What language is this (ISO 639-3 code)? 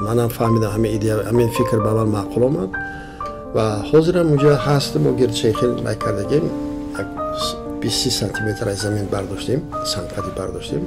tgk